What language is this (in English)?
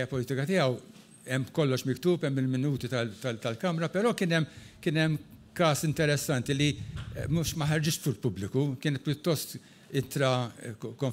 Maltese